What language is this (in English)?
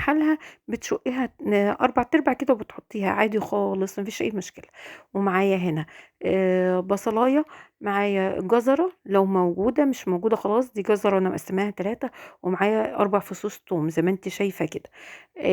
Egyptian Arabic